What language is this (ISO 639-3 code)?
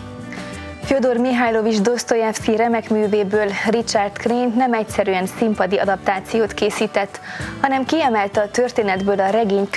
hun